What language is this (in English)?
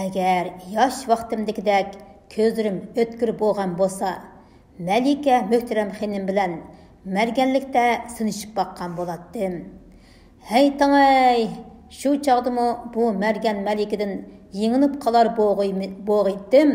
Uyghur